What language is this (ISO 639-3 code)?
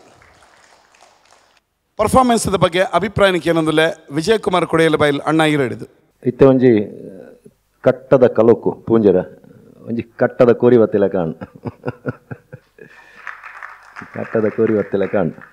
tcy